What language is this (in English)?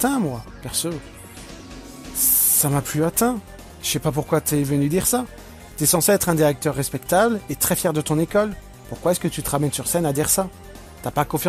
French